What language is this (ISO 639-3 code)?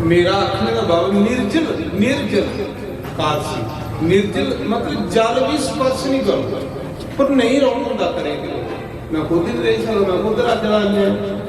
doi